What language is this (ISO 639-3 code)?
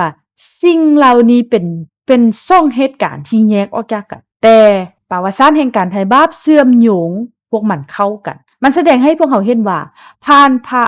lao